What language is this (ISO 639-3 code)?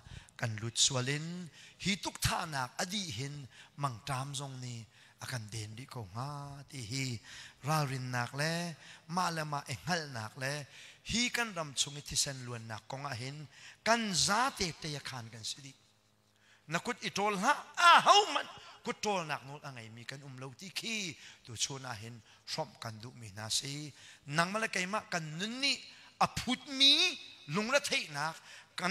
cnh